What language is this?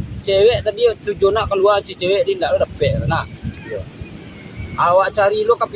Minangkabau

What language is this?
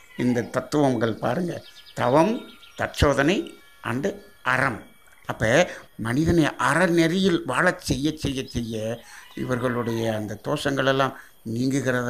Tamil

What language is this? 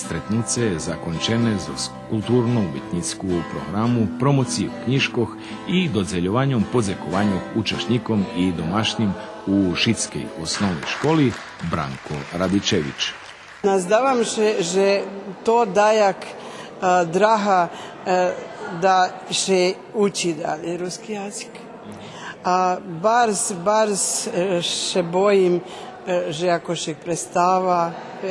Rusyn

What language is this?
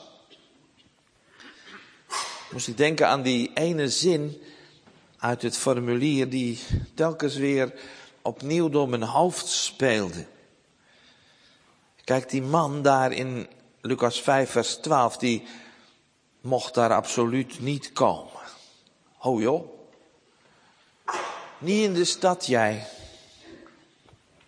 Dutch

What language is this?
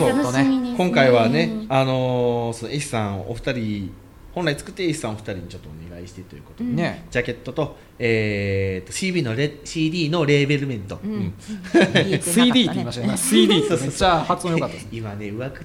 Japanese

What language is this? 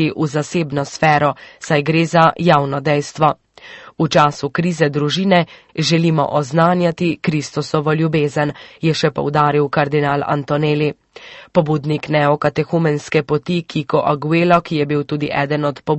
Slovenian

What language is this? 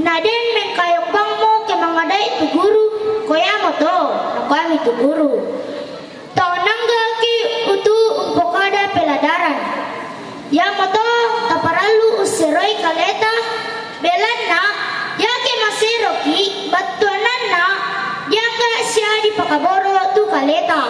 Toraja-Sa'dan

